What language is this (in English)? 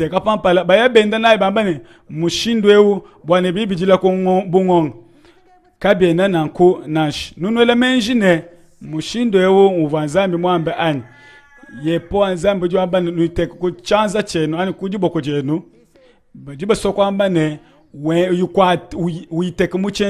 Luba-Lulua